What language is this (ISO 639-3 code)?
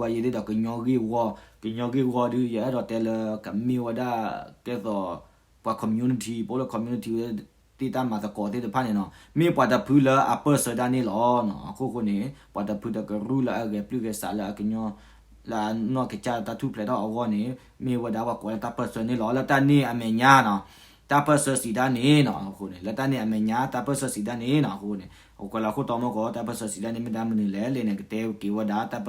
ksw